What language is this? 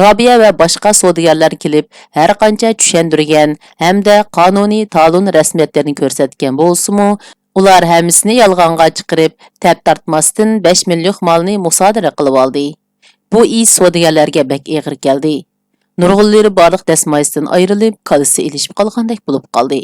Uyghur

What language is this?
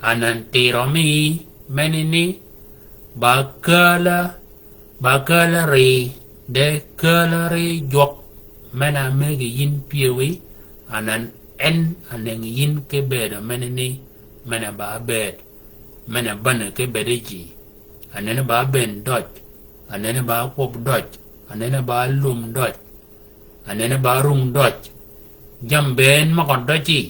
Shilluk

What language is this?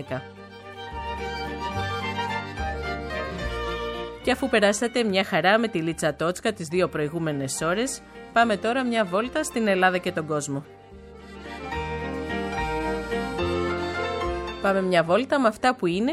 Greek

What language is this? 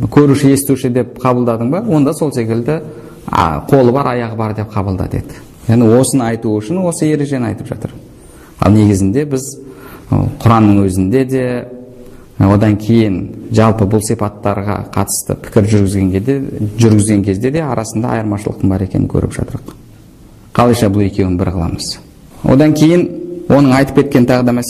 Kazakh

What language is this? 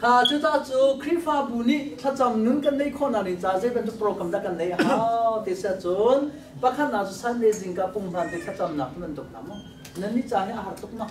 Hakha Chin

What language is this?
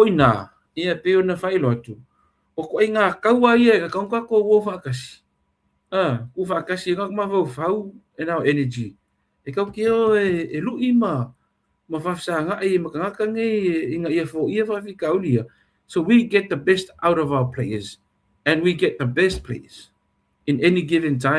Samoan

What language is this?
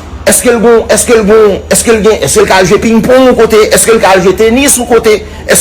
Haitian Creole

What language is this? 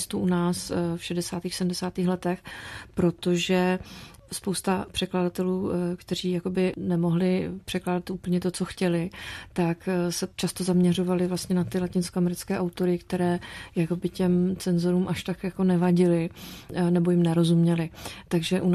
Czech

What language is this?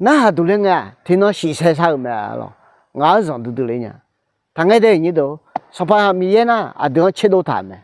Akha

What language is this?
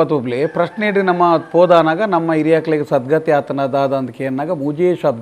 Tulu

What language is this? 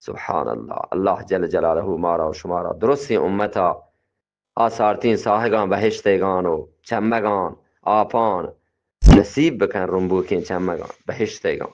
Eastern Balochi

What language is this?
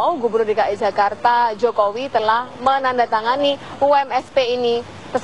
Indonesian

